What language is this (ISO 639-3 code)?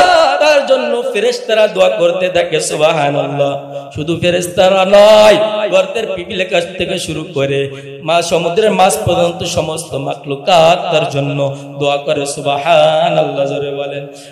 ben